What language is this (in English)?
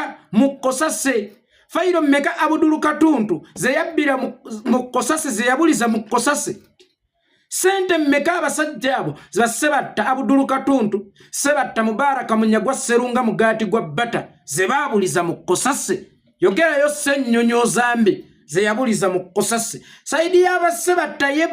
Ganda